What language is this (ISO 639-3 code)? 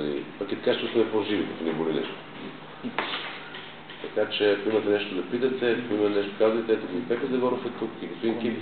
bul